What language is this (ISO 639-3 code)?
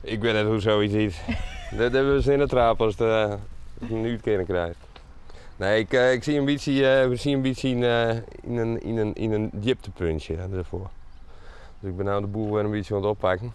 fry